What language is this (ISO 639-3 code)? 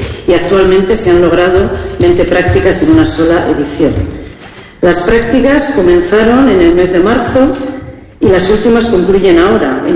spa